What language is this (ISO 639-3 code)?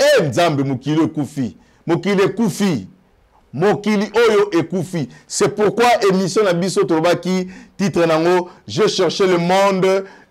lin